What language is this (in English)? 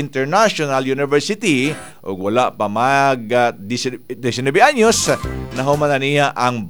Cebuano